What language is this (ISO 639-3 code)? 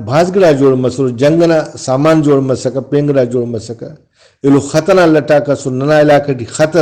brh